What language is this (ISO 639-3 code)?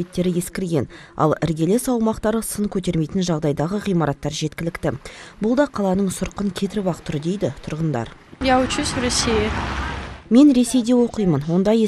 kaz